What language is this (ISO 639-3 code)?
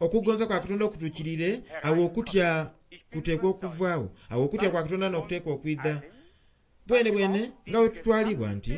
xog